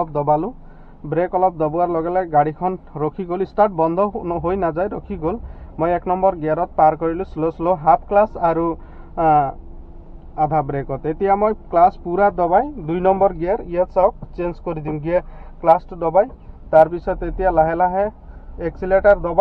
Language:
Assamese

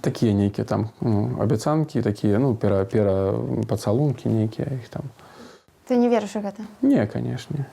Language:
Belarusian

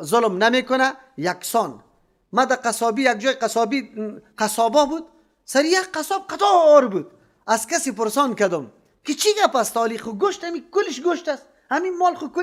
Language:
Persian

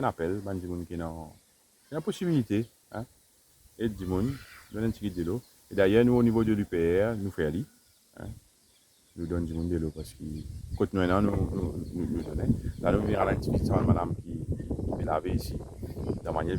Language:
Morisyen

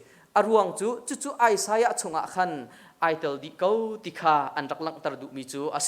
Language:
Hakha Chin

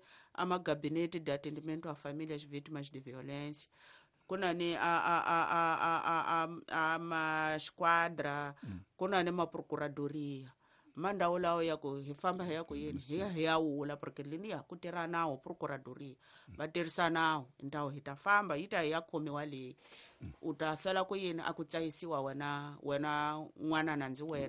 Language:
Tsonga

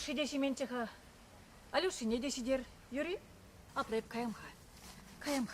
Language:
Chuvash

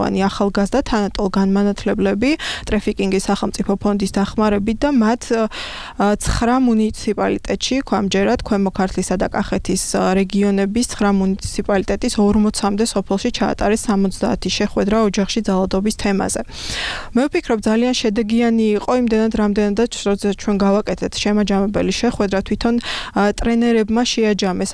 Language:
Georgian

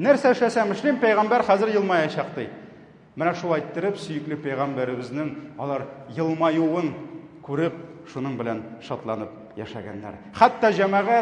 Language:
Tatar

